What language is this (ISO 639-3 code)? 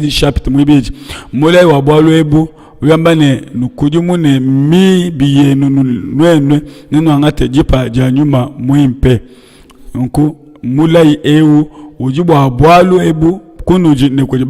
lua